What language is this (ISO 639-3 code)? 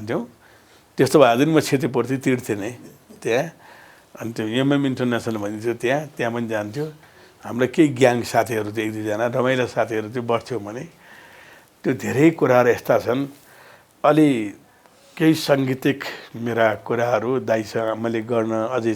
nep